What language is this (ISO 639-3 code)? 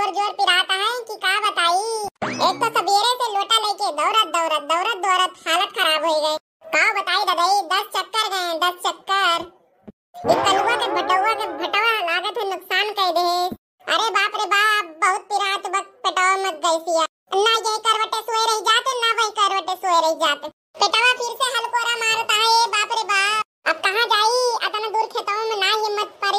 awa